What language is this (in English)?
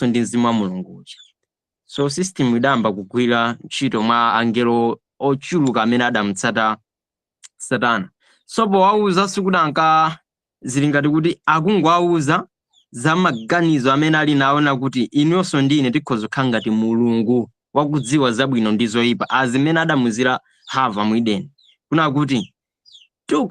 Nyanja